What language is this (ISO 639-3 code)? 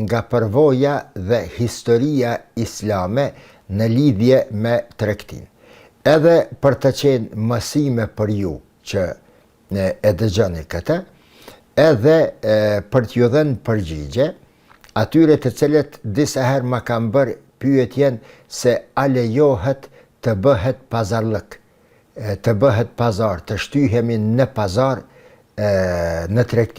sqi